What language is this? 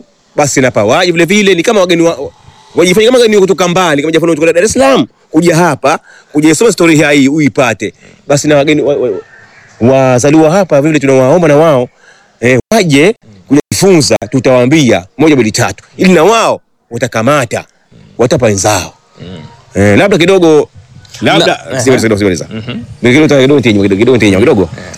Swahili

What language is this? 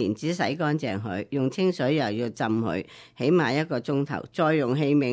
Cantonese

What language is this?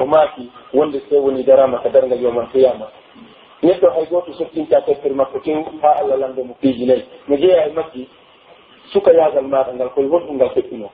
Pular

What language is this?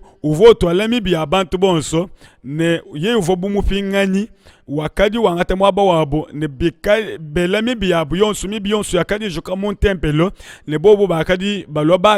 Luba-Lulua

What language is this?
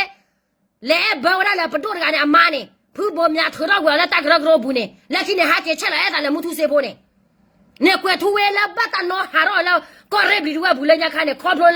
S'gaw Karen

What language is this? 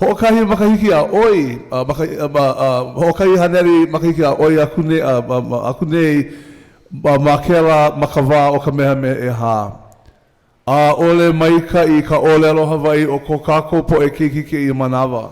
Hawaiian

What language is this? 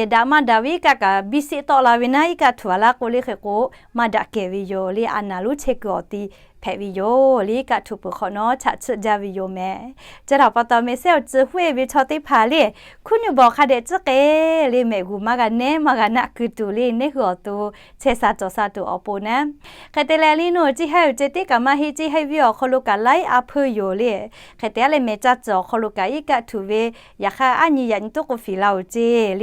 Lahu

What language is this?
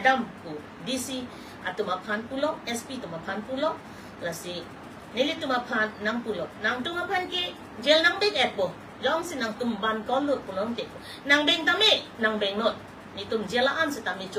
Karbi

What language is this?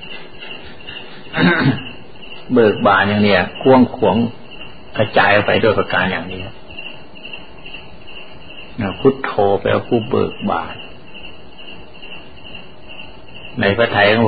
Thai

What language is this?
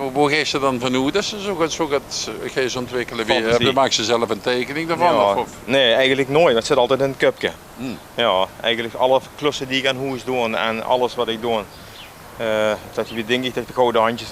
Limburgish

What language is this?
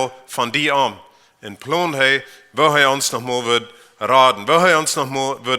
Plautdietsch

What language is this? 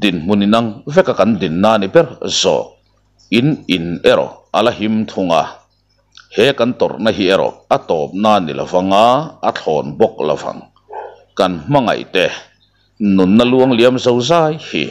Mizo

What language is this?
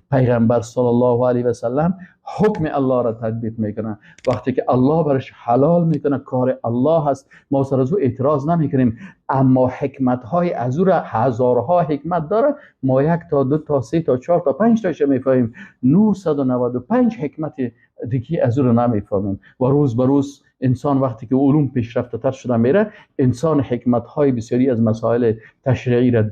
Persian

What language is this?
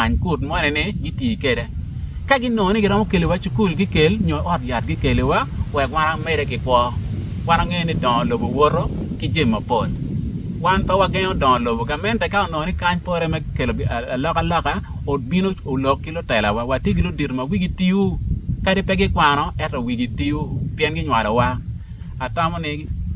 Acoli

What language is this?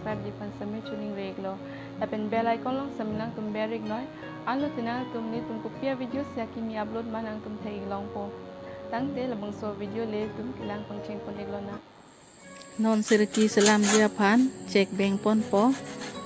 Karbi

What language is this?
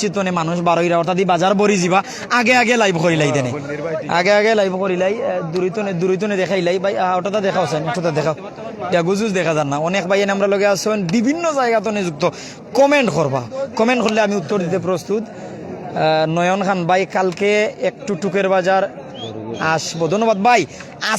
Sylheti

